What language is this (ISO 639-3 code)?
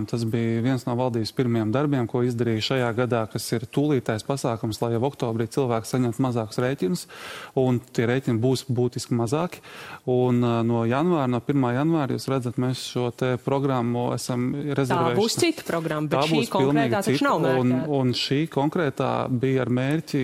lav